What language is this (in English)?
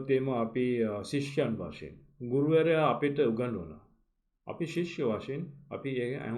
Sinhala